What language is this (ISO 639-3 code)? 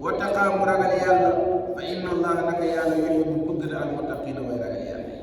wol